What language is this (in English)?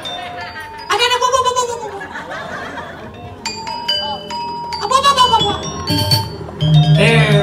Indonesian